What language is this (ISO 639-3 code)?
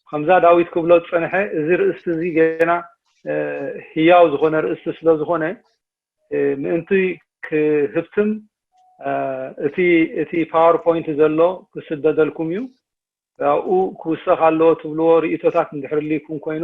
tir